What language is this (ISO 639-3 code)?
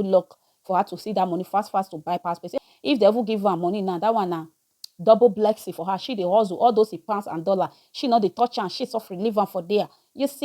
pcm